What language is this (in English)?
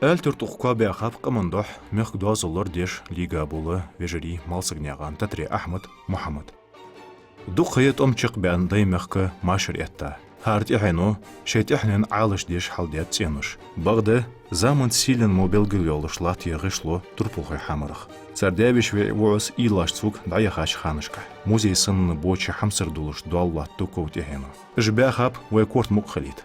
Ingush